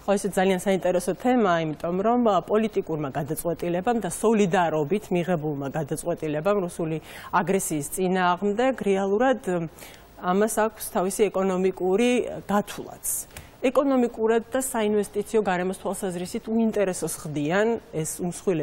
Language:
Georgian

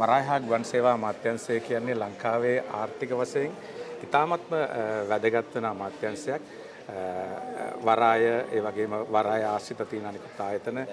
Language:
Sinhala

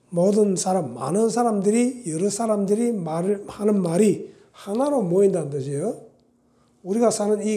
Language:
Korean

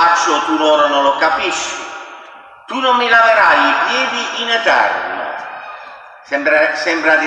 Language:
Italian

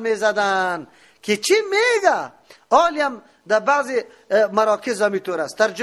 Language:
Persian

